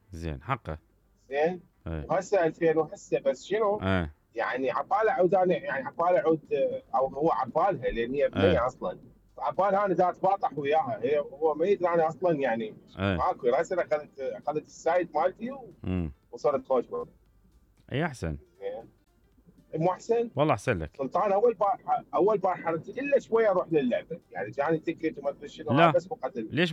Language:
Mesopotamian Arabic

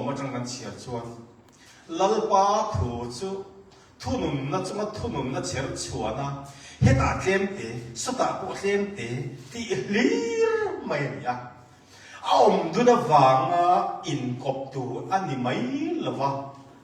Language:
Hakha Chin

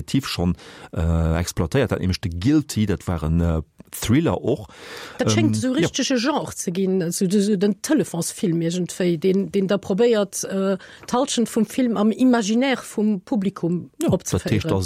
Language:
Luxembourgish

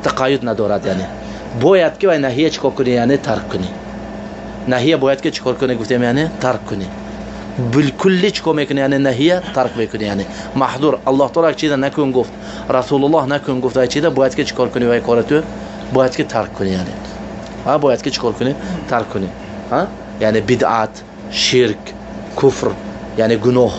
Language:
Tajik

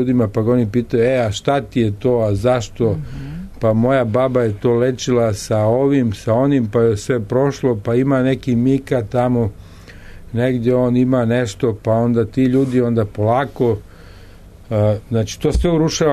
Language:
Serbian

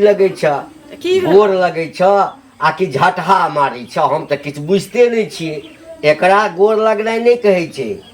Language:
Maithili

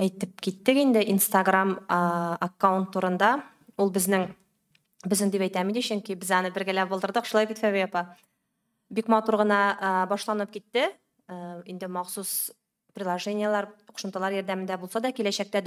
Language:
Tatar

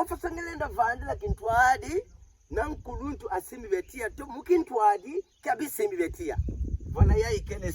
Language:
Kituba (Democratic Republic of Congo)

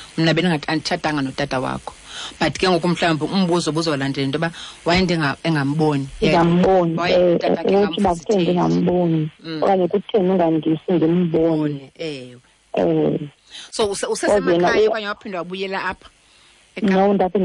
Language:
Xhosa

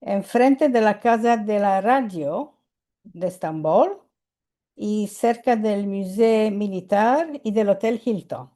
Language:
Ladino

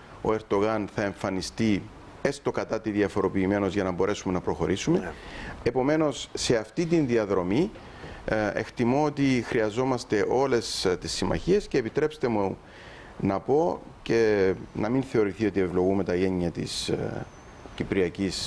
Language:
Greek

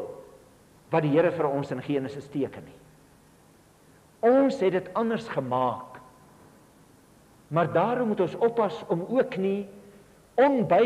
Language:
Afrikaans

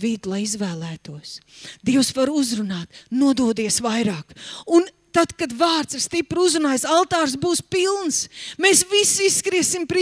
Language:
Latvian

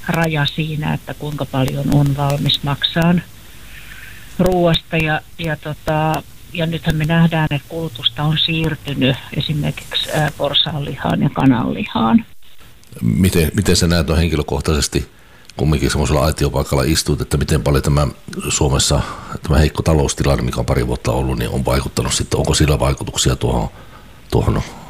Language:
Finnish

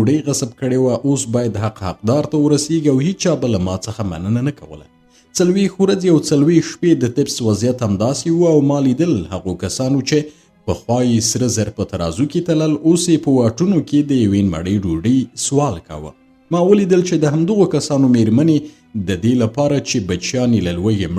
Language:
Pashto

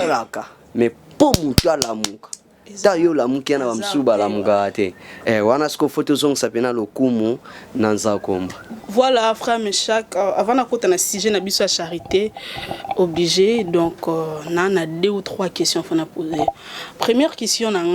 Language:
Lingala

